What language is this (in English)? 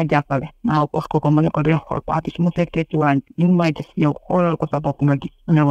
Wolof